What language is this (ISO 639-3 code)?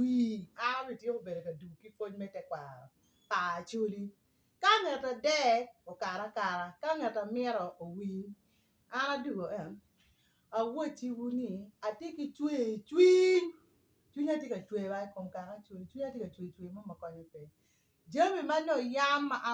ach